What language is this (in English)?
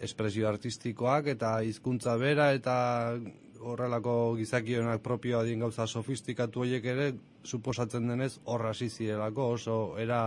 Basque